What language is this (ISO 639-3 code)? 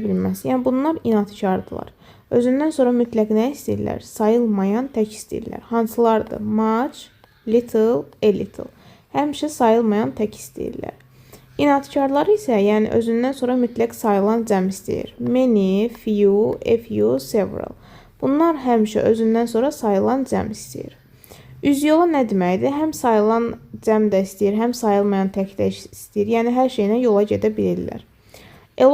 aze